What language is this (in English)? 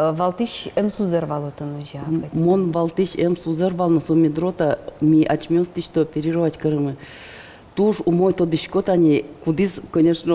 Udmurt